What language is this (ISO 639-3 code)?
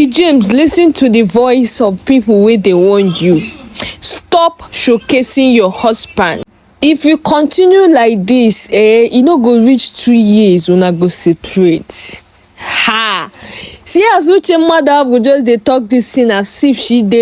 pcm